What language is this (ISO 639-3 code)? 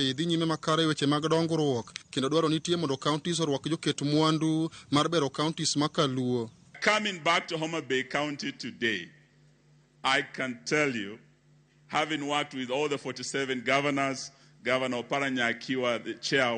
luo